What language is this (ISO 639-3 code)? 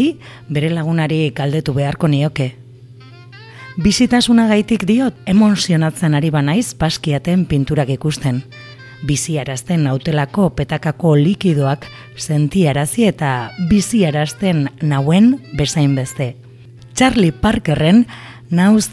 eus